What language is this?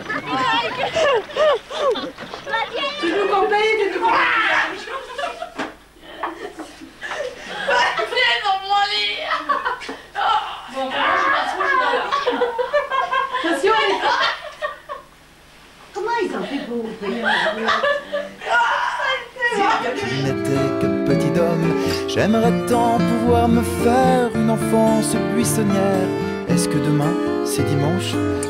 French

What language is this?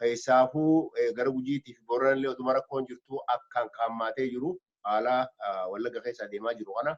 Oromo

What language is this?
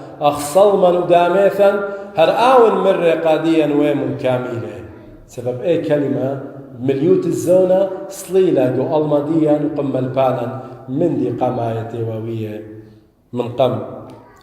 Assyrian Neo-Aramaic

